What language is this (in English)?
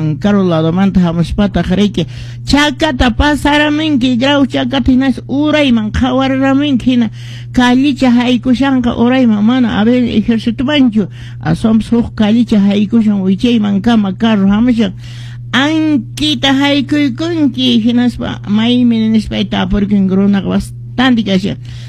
Quechua